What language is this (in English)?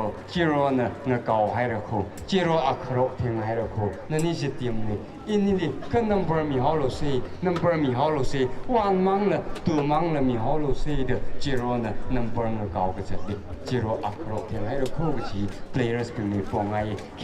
Tangkhul Naga (India)